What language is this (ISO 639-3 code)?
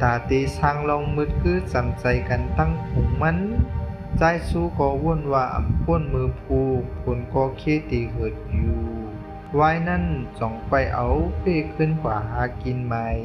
shn